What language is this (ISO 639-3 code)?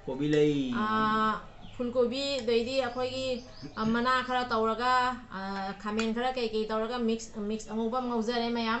mni